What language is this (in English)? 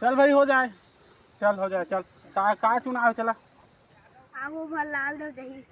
Chhattisgarhi